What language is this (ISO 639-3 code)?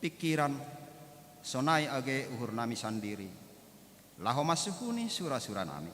bts